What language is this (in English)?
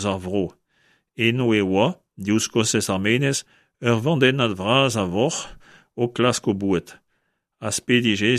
Breton